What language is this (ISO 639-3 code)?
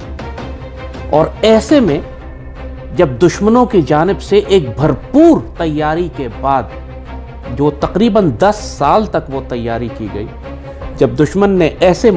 urd